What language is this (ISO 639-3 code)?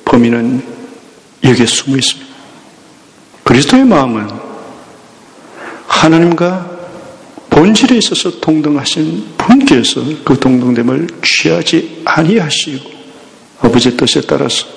kor